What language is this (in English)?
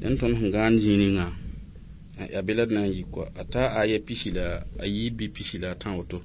Mossi